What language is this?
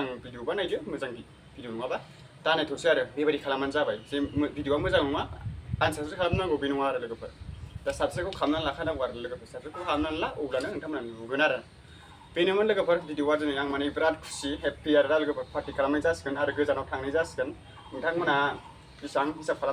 Bodo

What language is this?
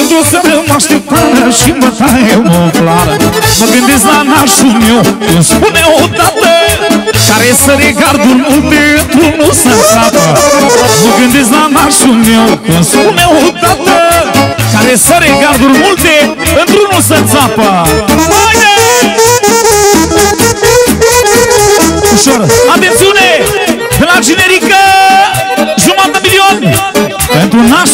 Romanian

